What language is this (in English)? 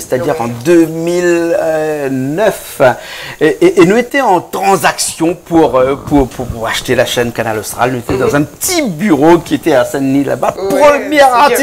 Réunion Creole French